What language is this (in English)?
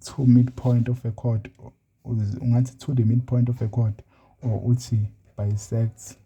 Zulu